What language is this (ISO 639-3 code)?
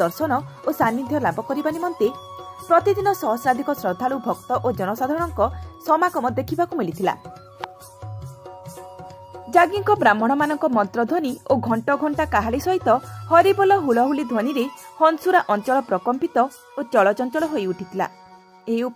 ori